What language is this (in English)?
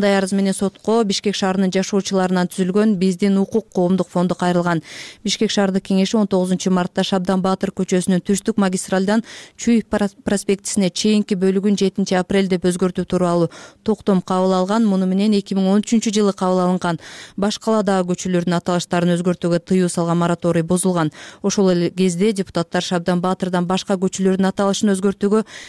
Kyrgyz